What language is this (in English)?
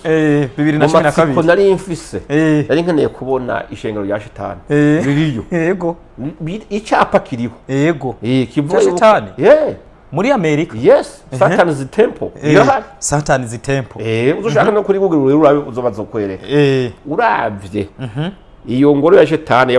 Rundi